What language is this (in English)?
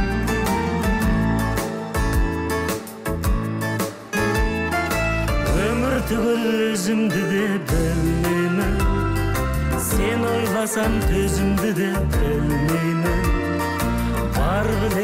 Kazakh